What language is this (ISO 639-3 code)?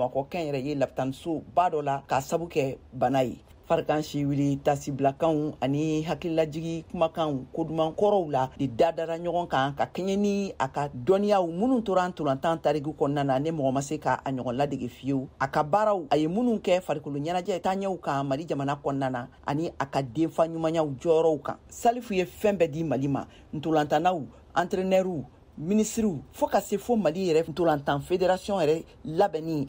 bam